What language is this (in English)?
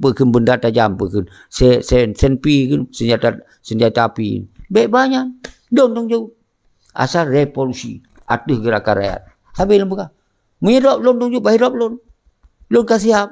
Achinese